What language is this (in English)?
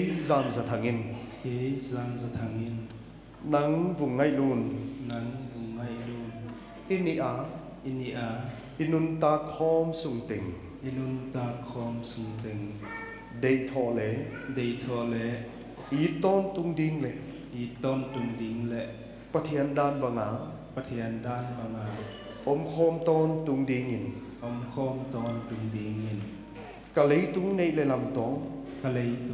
Paite Chin